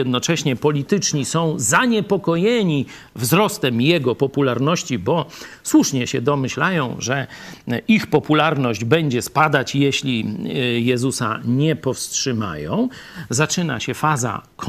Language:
Polish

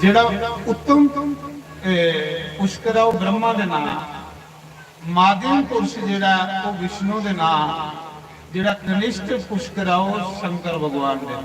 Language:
Dogri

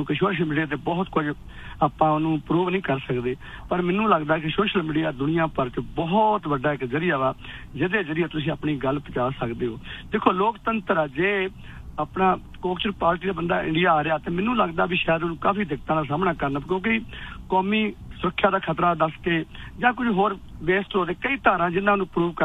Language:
Punjabi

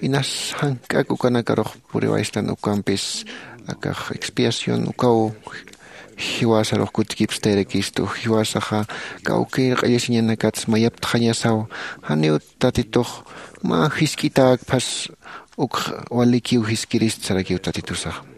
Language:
Aymara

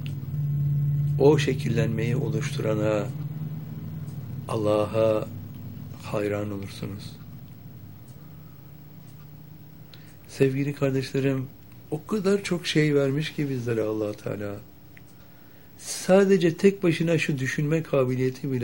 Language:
Turkish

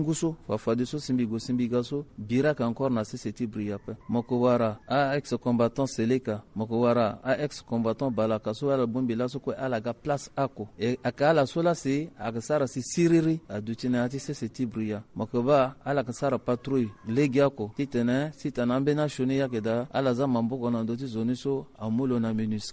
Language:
Sango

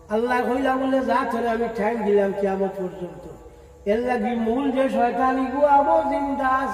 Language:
Sylheti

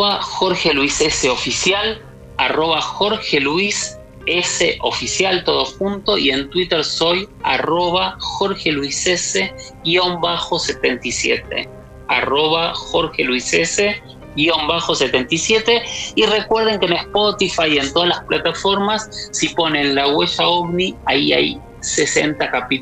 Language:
Spanish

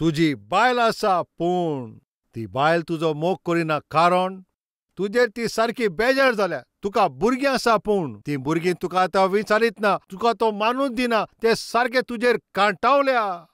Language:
Konkani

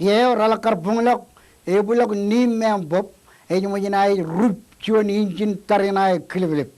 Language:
Marshallese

